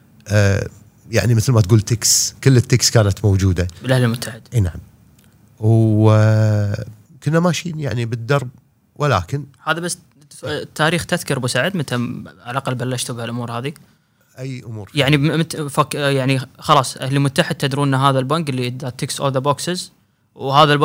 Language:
Gulf Arabic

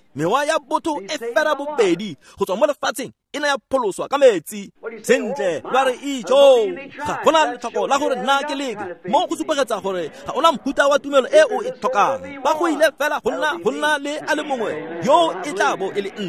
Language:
Tswana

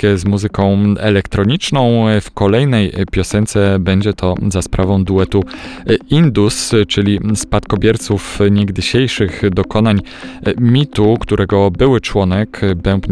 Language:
Polish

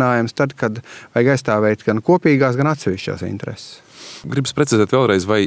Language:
Latvian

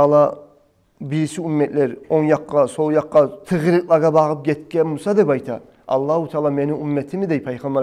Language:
Kumyk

